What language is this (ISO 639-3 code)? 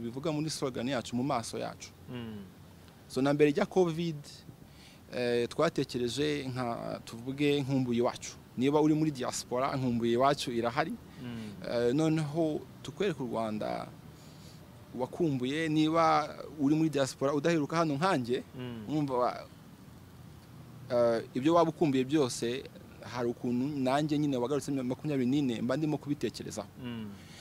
kin